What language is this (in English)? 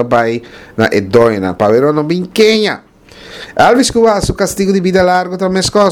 Papiamento